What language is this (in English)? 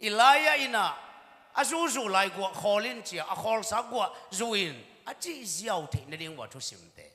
Tedim Chin